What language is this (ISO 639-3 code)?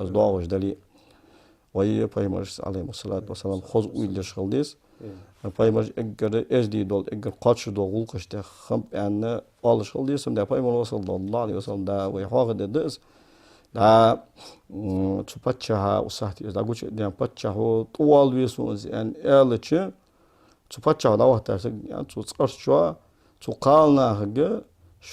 inh